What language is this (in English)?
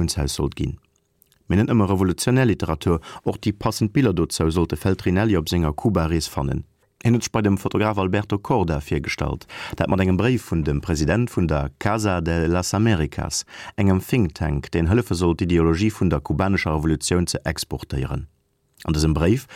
Luxembourgish